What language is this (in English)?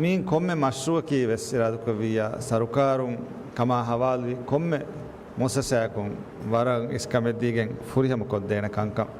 Divehi